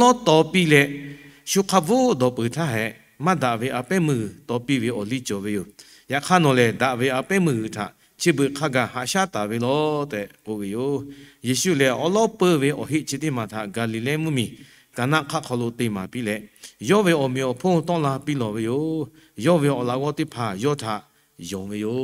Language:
Lahu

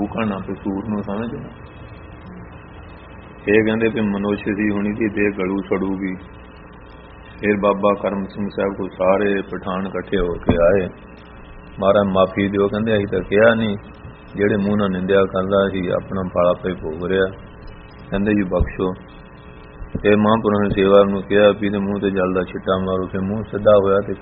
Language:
Punjabi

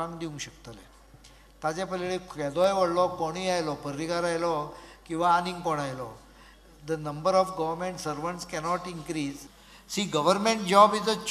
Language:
Konkani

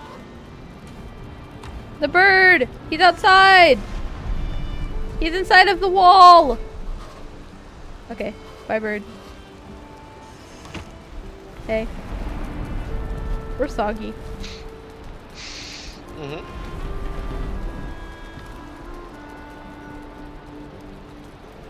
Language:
English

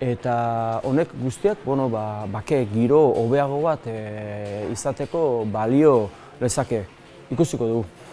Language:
Basque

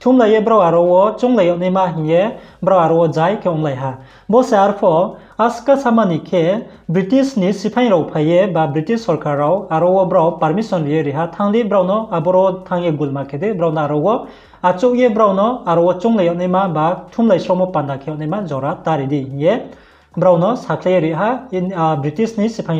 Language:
Riang (India)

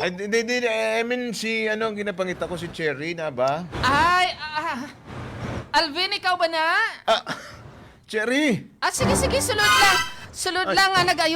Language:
Hiligaynon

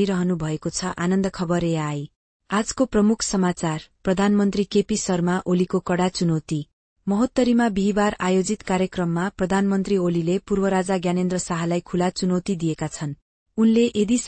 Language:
Nepali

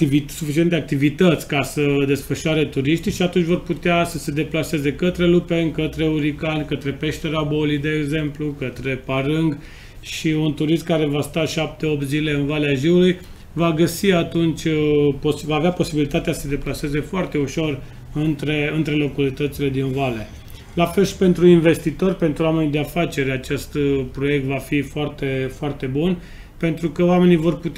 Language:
Romanian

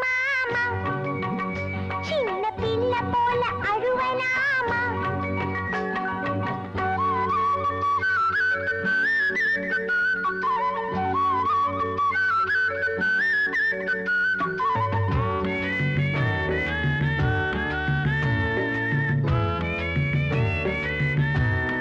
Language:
Tamil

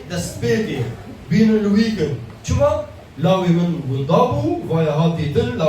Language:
Kurdish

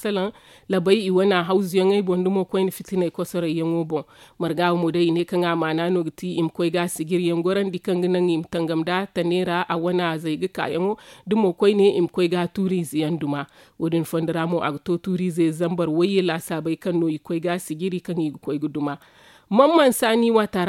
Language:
Zarma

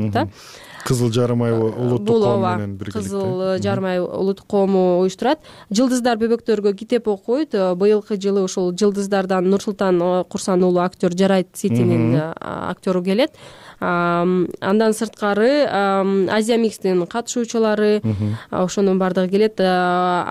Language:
Kyrgyz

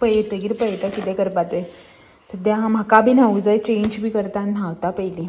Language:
Konkani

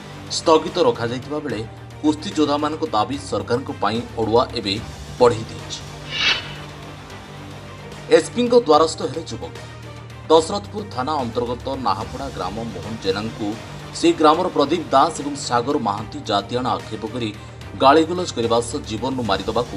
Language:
Odia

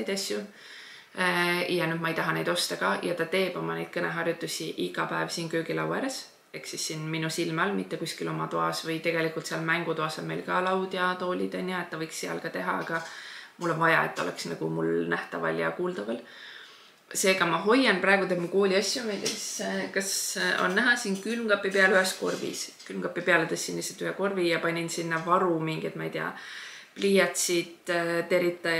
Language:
Estonian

